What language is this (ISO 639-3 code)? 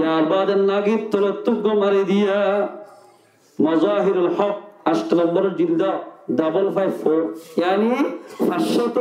rhg